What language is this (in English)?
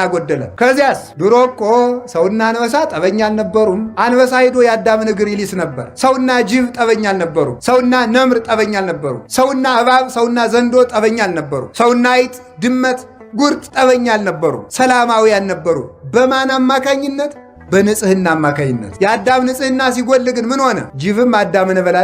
Amharic